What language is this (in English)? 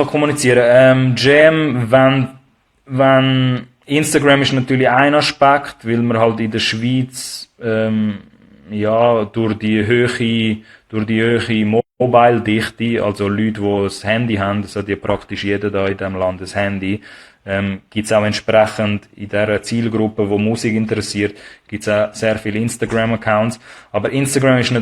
Swiss German